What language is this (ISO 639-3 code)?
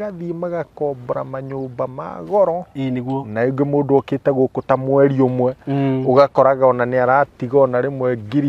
kik